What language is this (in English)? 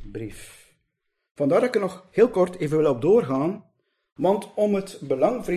Dutch